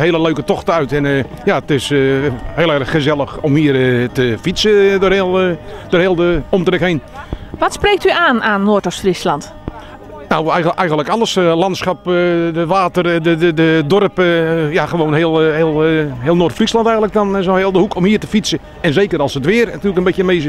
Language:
Western Frisian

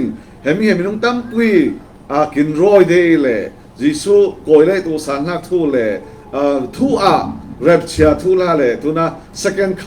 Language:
Falam Chin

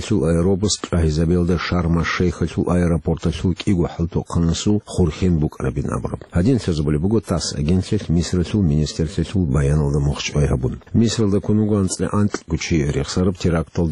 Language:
Avaric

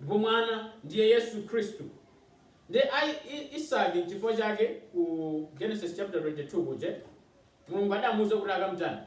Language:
Nyanja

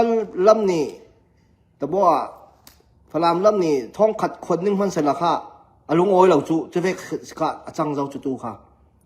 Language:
Falam Chin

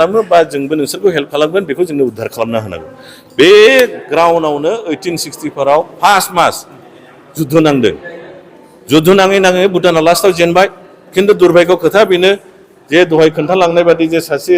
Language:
Bodo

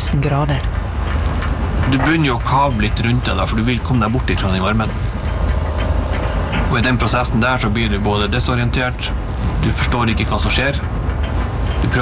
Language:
Norwegian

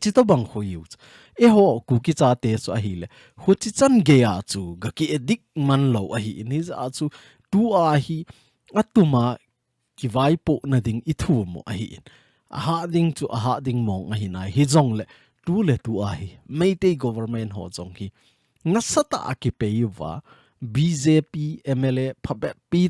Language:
Thado Chin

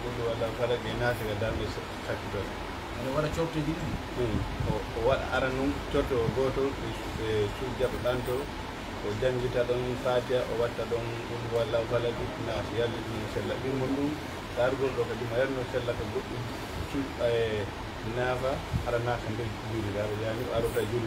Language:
Pular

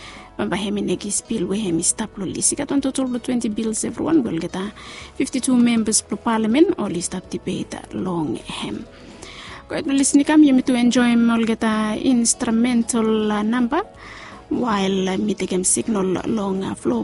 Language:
Bislama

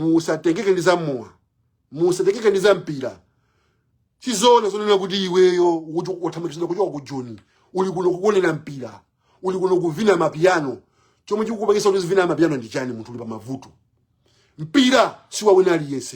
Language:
Nyanja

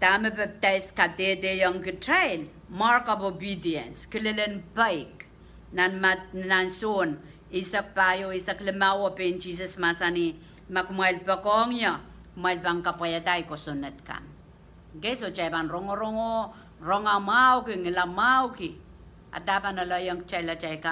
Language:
Pohnpeian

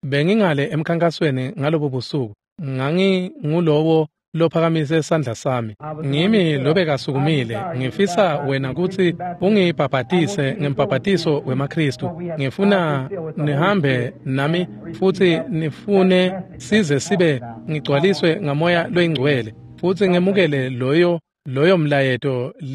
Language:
Swati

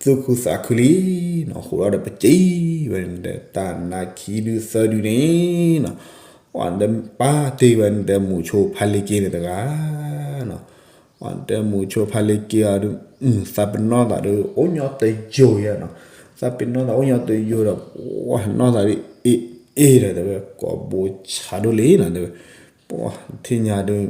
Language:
S'gaw Karen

